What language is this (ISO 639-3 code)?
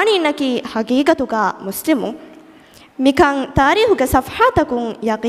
div